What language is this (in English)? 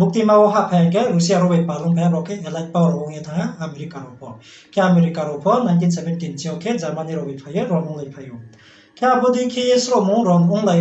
Riang (India)